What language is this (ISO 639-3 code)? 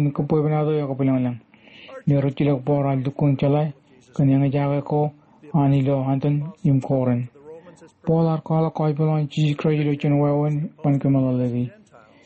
mah